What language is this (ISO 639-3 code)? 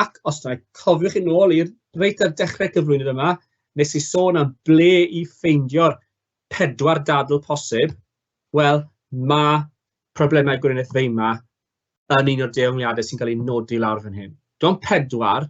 cym